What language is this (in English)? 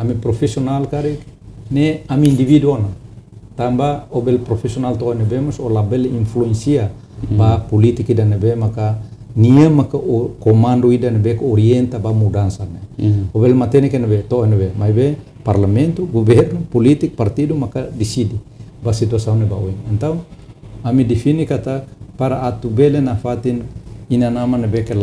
Tetum